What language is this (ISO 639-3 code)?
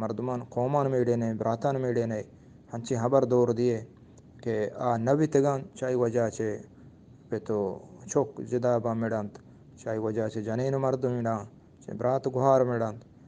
bgp